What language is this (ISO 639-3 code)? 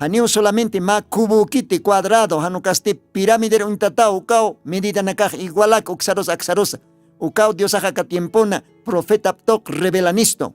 aym